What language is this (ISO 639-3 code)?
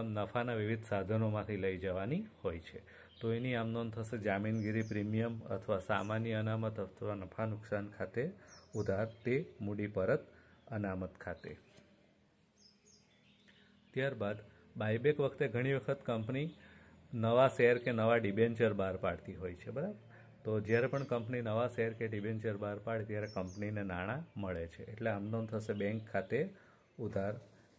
guj